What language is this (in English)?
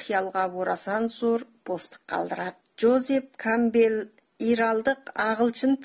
Kazakh